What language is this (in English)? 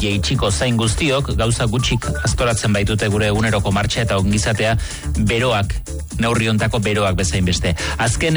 Basque